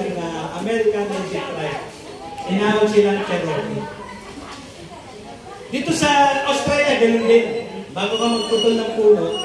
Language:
Filipino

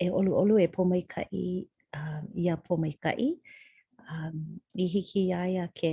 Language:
Hawaiian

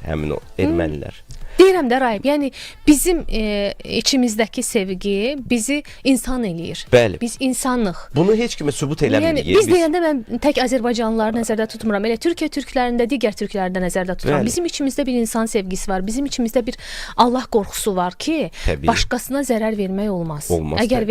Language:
Azerbaijani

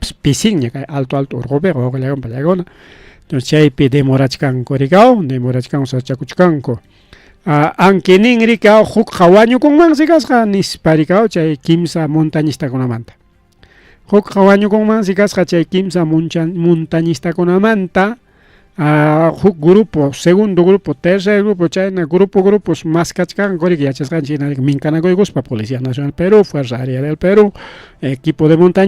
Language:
Ayacucho Quechua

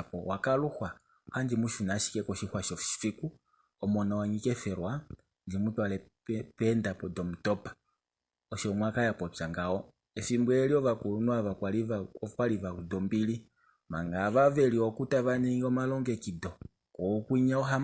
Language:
Kuanyama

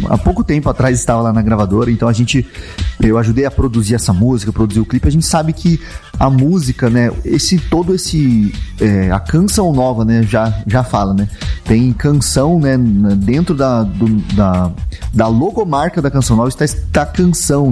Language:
Portuguese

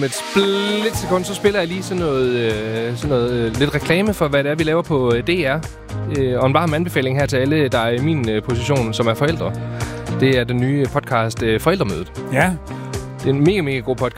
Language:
Danish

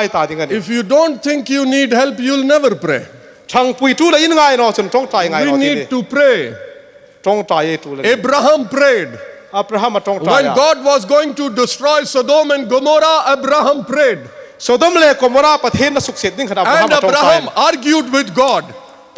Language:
Hmar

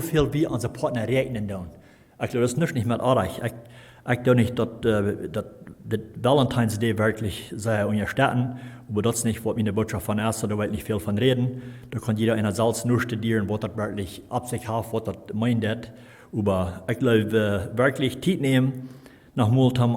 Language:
Plautdietsch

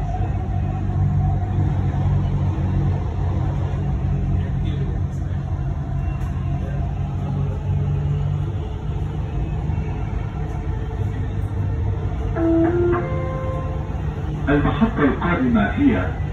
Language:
Arabic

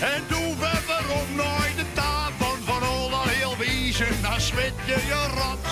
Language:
Western Frisian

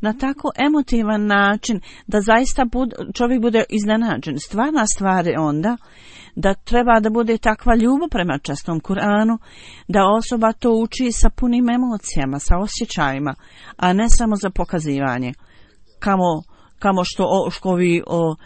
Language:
Bosnian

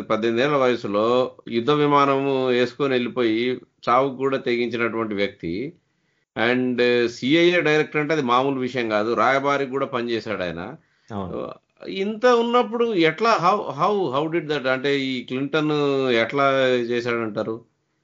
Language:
Telugu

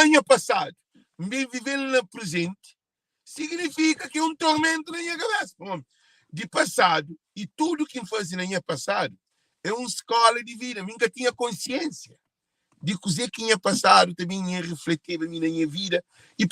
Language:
Kabuverdianu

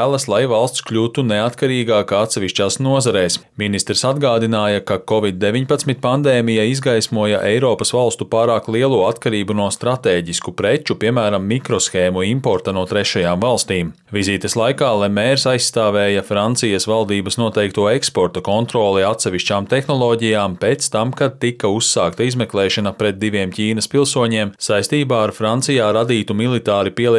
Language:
Latvian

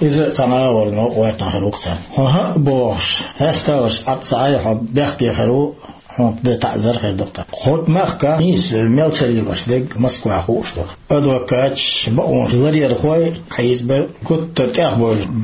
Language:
Chechen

